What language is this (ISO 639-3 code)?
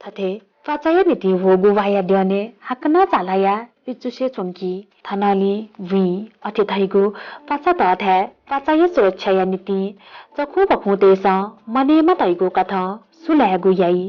new